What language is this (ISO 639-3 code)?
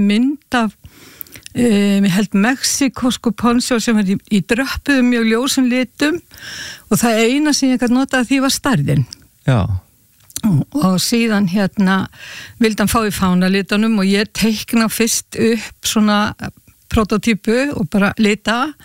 isl